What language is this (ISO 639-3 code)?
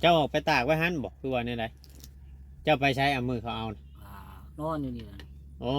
tts